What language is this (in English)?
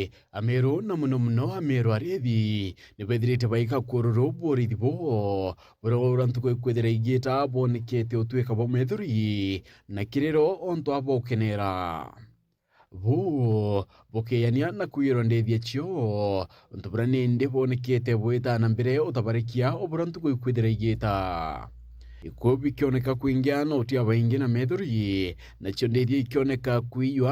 Meru